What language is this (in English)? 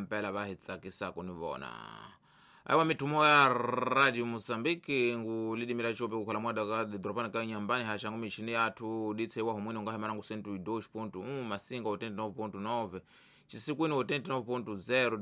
Tsonga